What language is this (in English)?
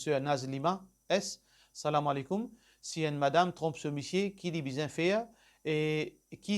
Morisyen